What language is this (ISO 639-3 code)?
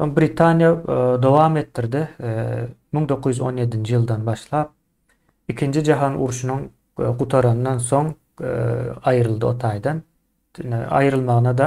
tuk